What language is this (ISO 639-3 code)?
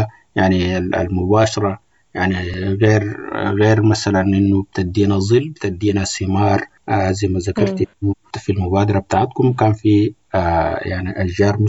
apd